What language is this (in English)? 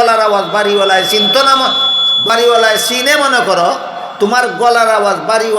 Sylheti